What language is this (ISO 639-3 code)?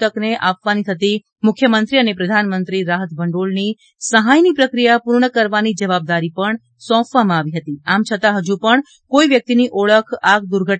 guj